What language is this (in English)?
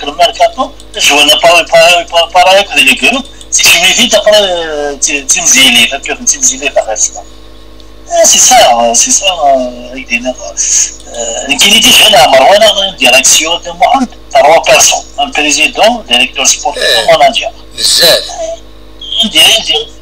Kabyle